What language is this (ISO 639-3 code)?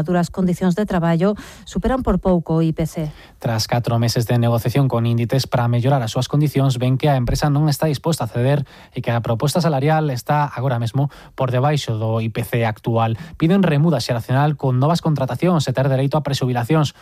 glg